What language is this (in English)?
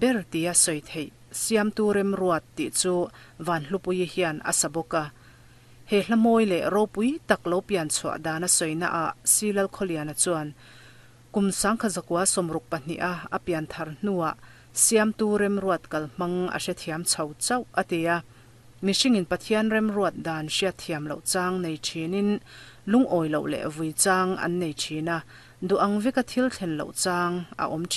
Mizo